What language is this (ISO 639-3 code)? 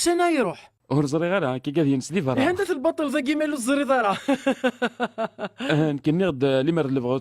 kab